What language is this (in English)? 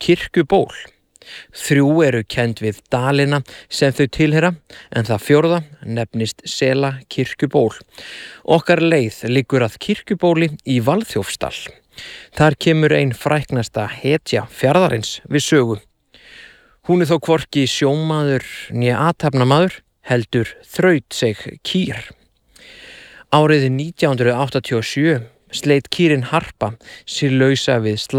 Icelandic